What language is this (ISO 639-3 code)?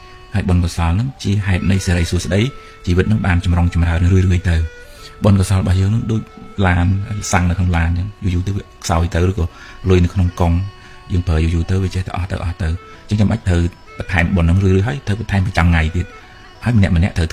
khm